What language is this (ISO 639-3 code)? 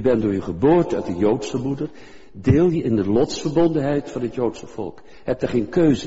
nld